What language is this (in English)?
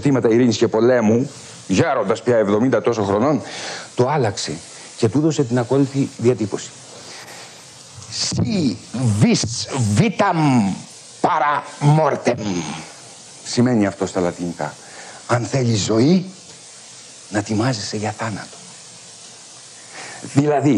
Greek